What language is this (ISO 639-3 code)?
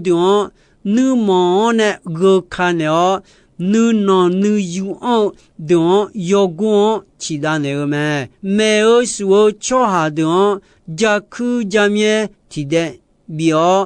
ahk